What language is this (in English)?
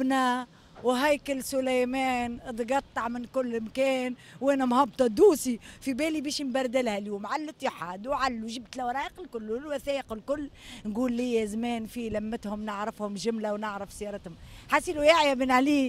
Tunisian Arabic